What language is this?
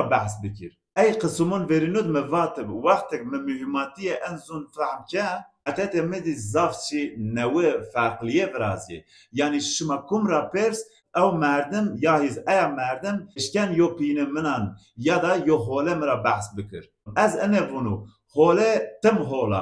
Zaza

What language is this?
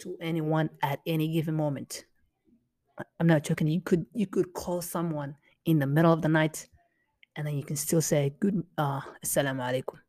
English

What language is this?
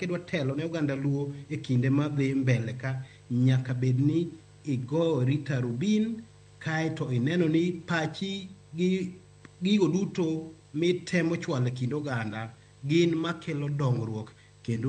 Luo (Kenya and Tanzania)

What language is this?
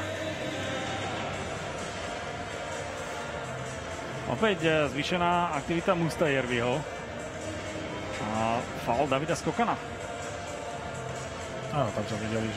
Slovak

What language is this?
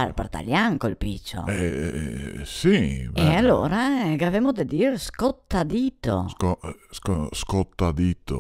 Venetian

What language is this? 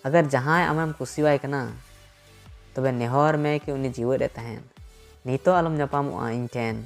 Santali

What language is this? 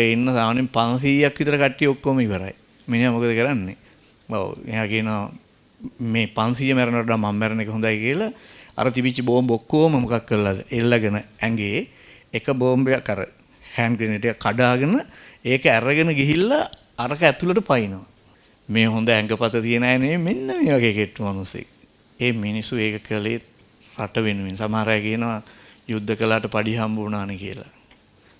Sinhala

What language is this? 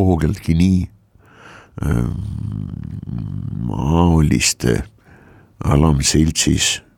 Estonian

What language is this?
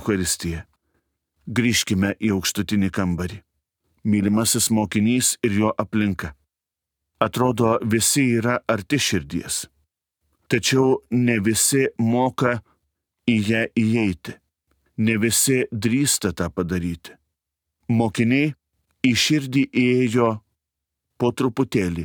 Lithuanian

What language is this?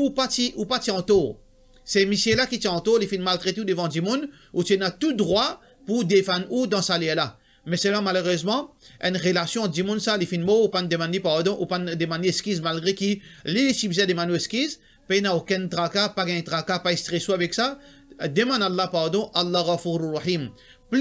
Morisyen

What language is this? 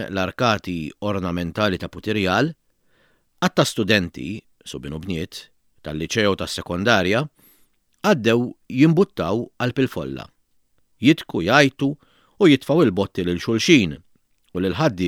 Maltese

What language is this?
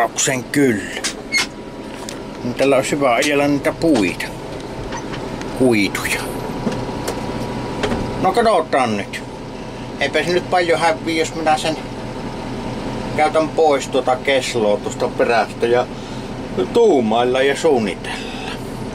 Finnish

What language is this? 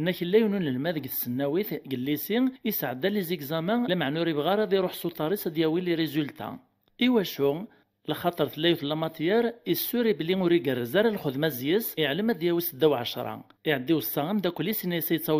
Kabyle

